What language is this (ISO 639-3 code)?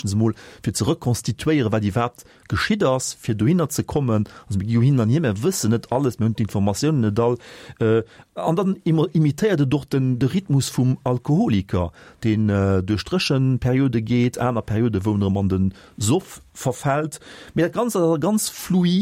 ltz